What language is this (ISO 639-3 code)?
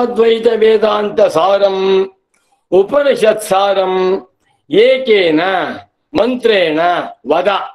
san